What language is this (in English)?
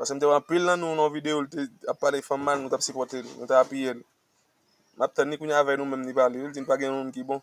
Haitian Creole